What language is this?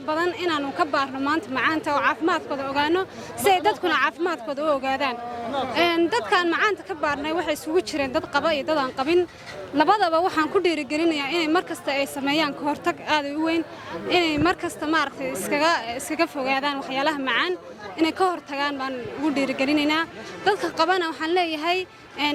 Somali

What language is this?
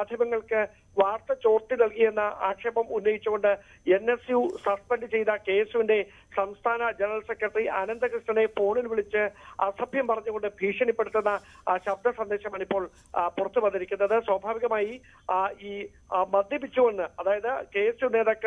Malayalam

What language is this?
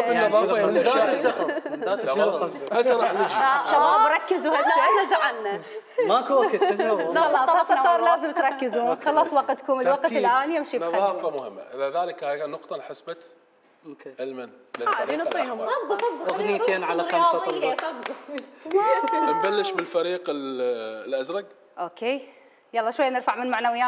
Mesopotamian Arabic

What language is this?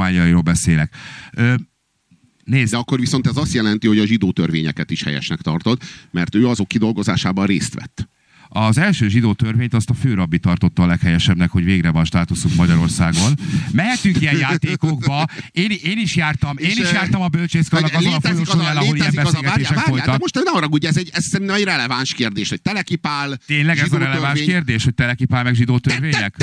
Hungarian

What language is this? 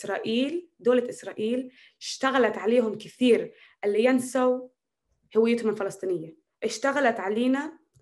North Levantine Arabic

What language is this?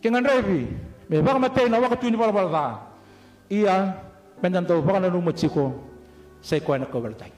Fijian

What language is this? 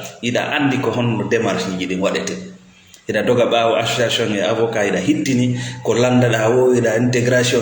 Fula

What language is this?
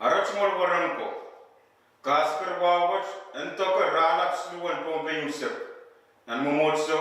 Pohnpeian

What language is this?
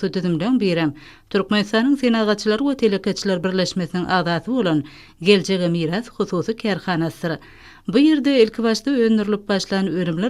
Turkmen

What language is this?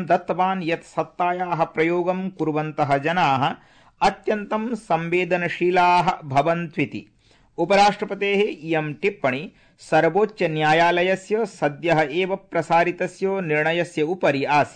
Sanskrit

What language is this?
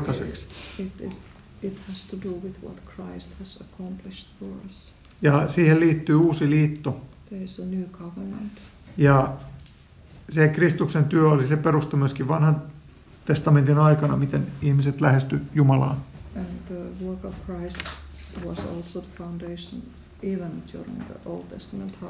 Finnish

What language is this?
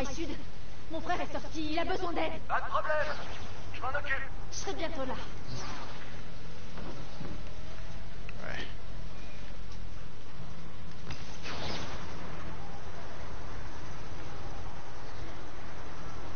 French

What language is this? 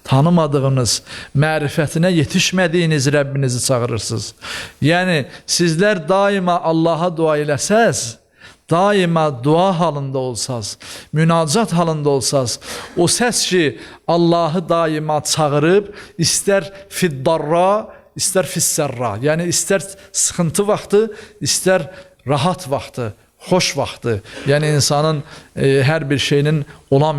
Azerbaijani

